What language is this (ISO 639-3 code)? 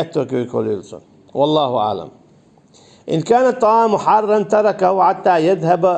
che